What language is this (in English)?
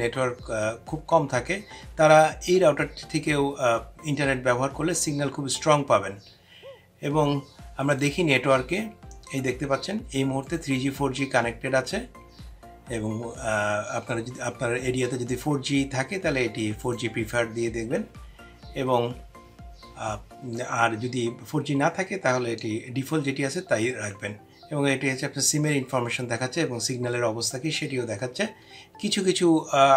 Bangla